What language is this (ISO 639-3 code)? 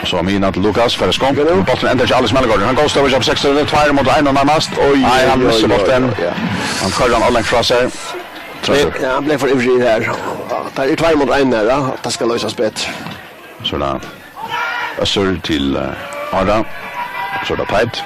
fao